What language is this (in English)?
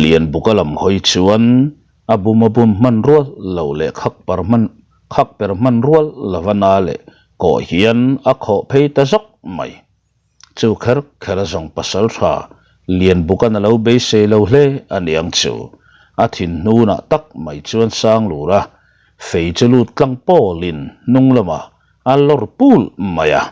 Mizo